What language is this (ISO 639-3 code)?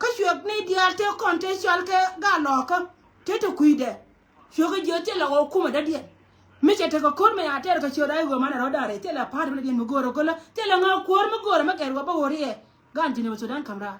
nus